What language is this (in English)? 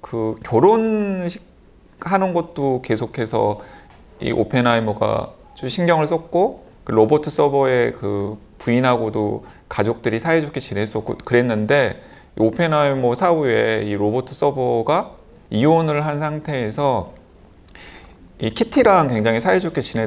Korean